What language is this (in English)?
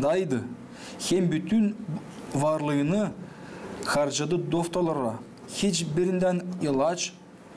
Gagauz